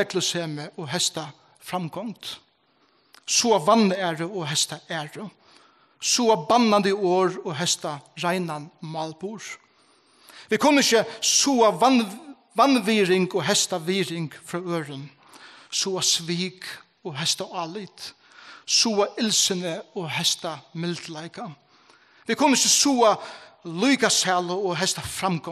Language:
Faroese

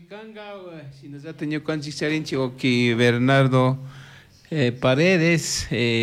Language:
Chimborazo Highland Quichua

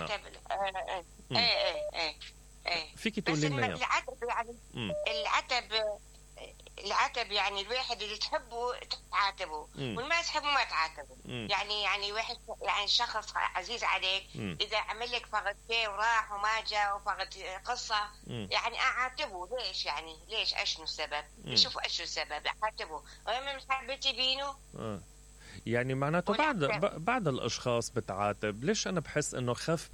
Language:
Mesopotamian Arabic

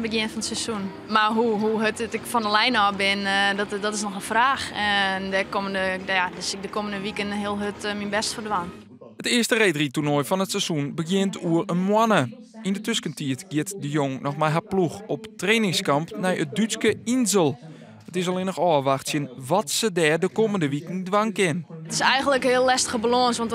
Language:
Western Frisian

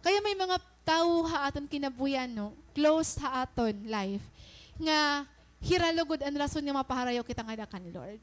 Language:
Waray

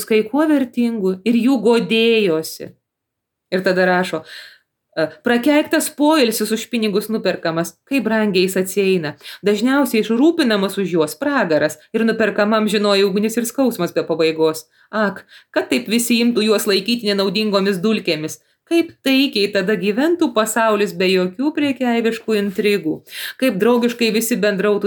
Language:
Lithuanian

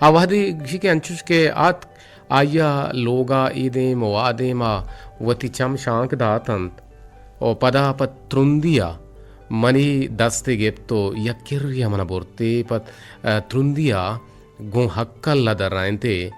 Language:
Eastern Balochi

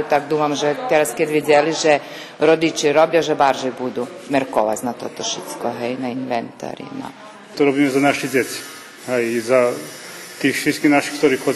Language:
Rusyn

